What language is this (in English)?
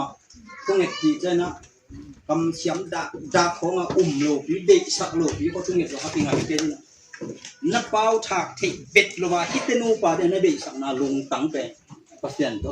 Tedim Chin